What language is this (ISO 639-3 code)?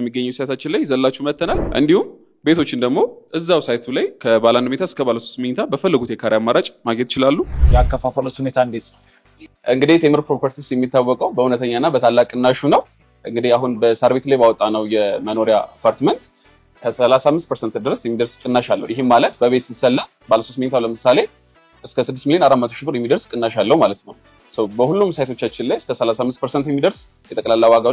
amh